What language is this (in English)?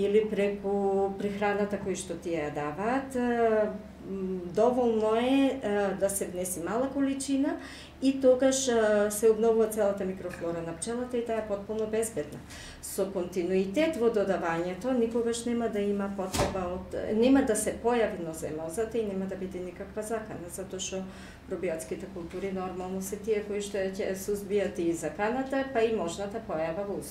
Macedonian